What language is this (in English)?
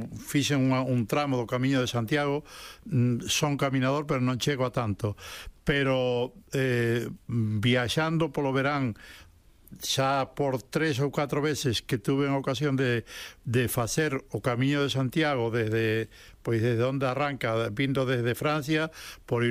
Galician